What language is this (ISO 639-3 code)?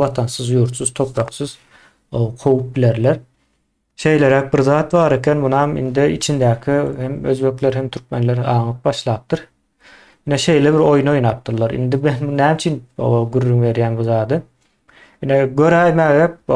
tuk